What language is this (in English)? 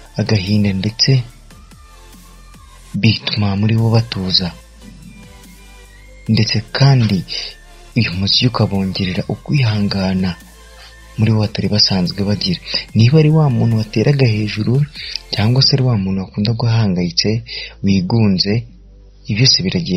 Kinyarwanda